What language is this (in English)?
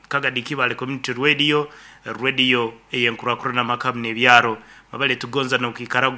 Nyankole